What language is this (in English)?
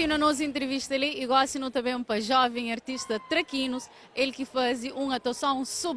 Kabuverdianu